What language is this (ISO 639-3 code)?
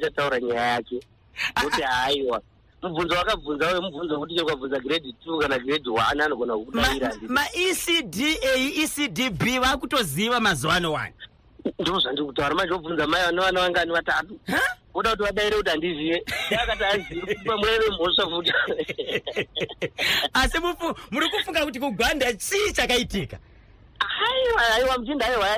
sna